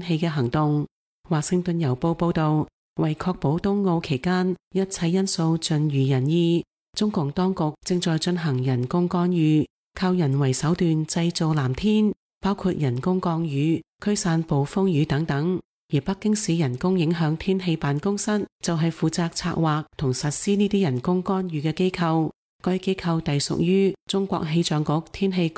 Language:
Cantonese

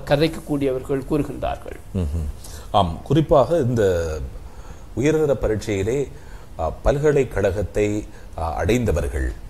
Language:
Tamil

